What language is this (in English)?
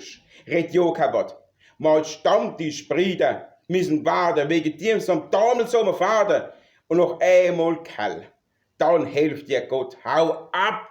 Palatine German